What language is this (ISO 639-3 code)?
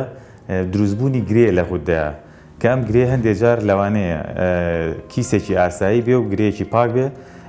ckb